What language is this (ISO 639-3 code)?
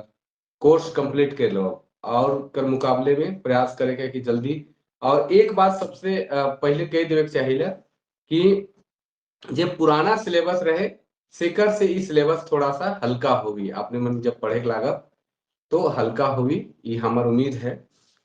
sck